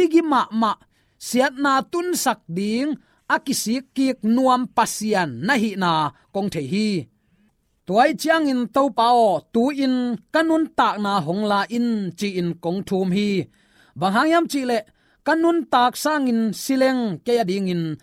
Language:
Tedim Chin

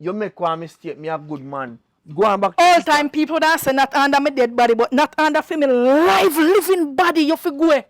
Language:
Jamaican Creole English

